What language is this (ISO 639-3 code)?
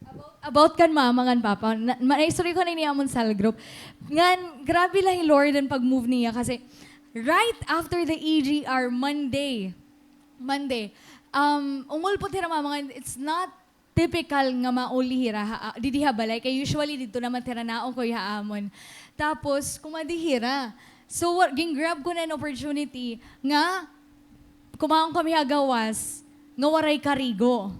war